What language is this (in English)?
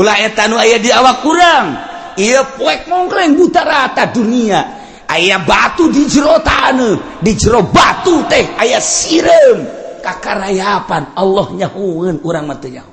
Sundanese